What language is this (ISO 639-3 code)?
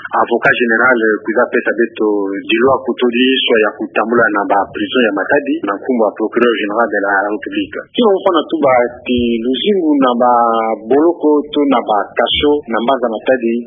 ktu